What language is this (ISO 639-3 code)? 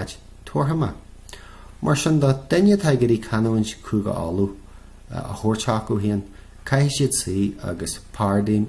gle